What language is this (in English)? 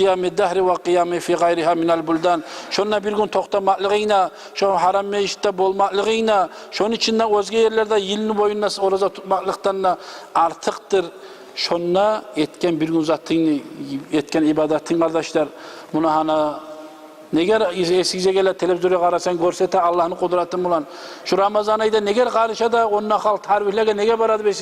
Kumyk